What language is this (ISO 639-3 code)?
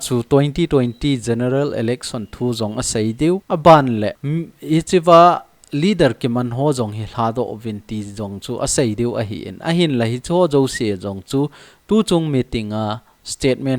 tcz